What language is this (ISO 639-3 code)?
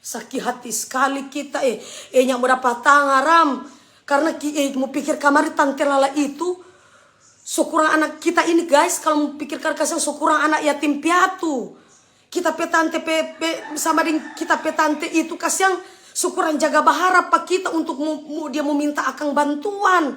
xmm